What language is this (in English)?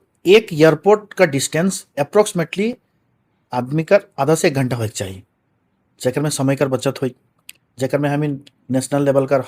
Sadri